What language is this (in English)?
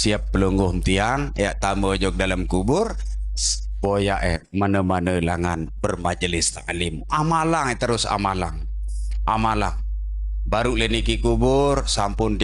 Sasak